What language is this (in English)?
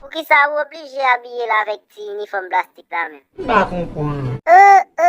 Haitian Creole